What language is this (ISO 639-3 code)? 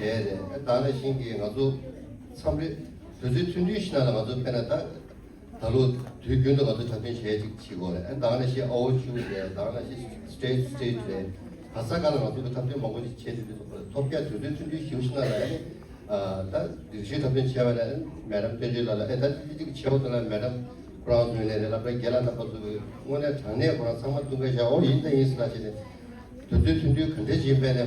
bod